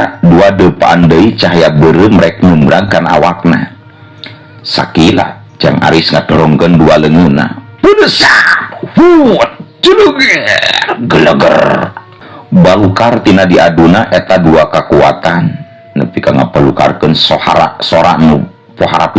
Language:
Sundanese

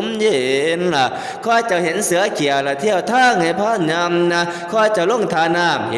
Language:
Northeastern Thai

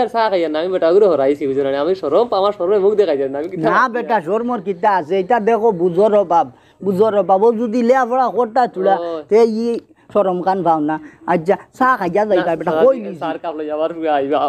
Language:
Sylheti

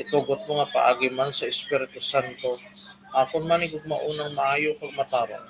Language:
Hiligaynon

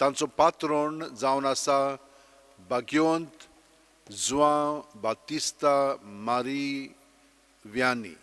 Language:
Konkani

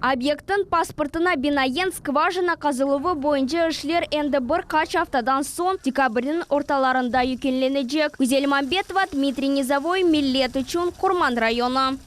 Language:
Crimean Tatar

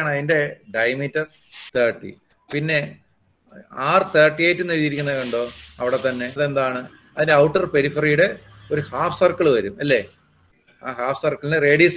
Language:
Malayalam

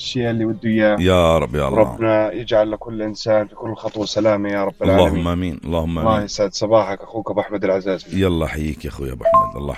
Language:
North Levantine Arabic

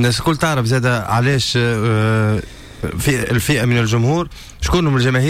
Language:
Tunisian Arabic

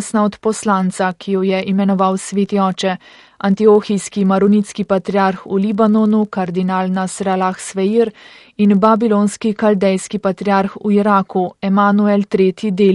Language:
Slovenian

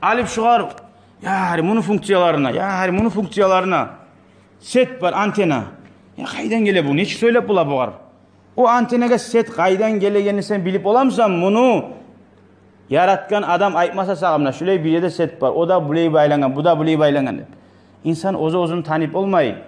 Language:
Kumyk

